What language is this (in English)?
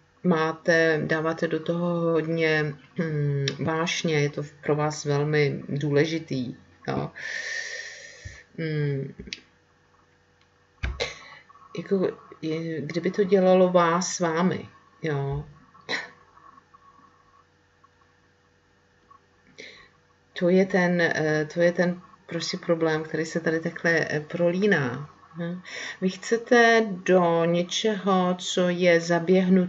Czech